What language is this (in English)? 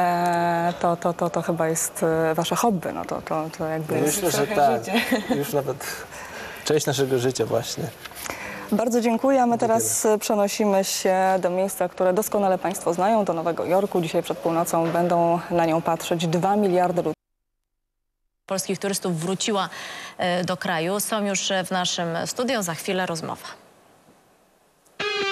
Polish